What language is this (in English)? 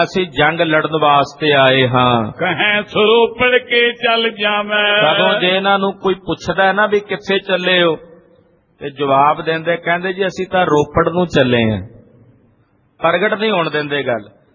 Punjabi